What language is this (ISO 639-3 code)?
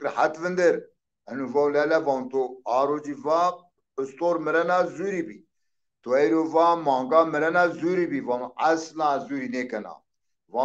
zza